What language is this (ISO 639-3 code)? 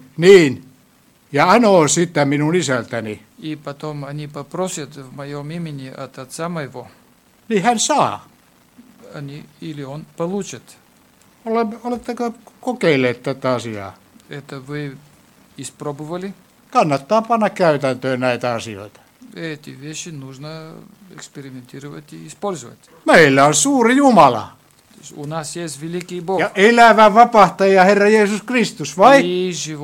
fin